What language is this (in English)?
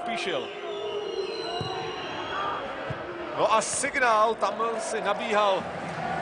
Czech